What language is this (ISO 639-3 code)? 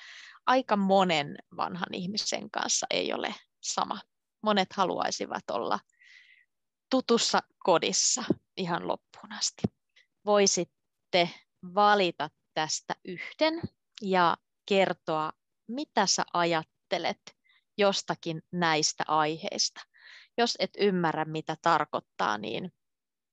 fin